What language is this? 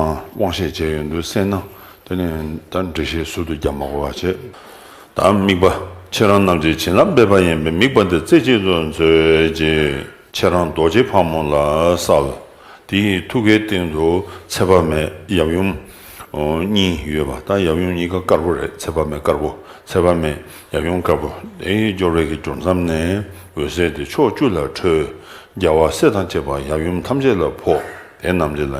Tibetan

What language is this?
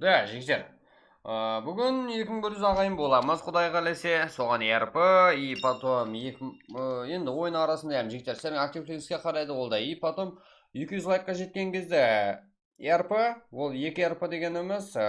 Kara-Kalpak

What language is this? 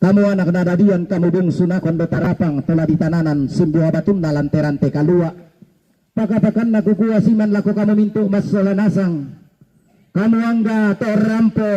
Toraja-Sa'dan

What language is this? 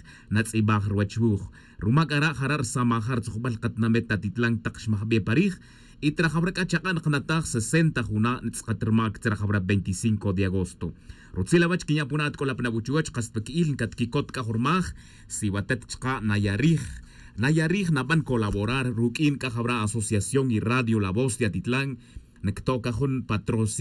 Tz'utujil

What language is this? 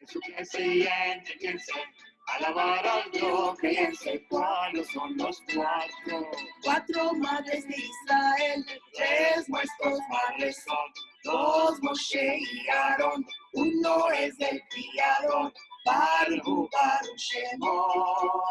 Ladino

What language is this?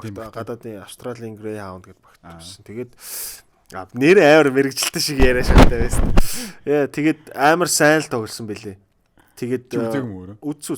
Mongolian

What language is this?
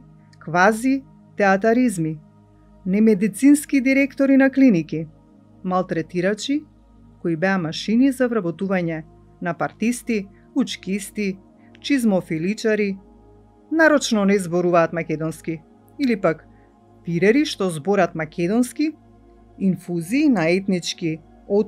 Macedonian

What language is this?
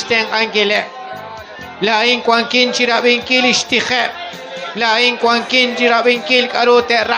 Kekchí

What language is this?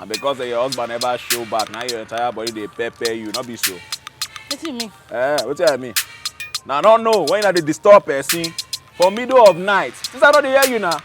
Nigerian Pidgin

